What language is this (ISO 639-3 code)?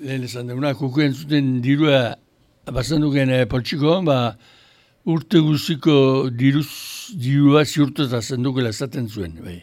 eus